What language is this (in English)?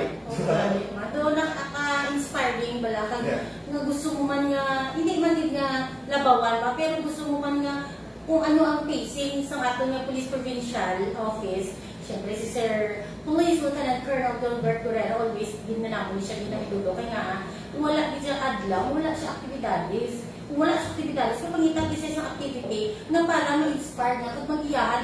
Hiligaynon